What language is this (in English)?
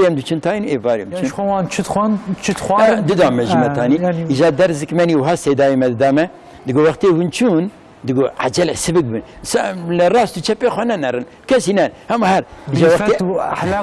Kurdish